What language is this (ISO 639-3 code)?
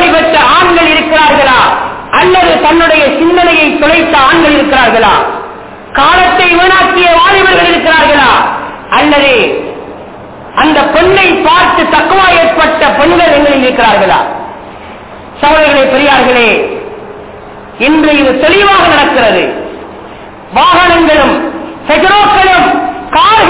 tam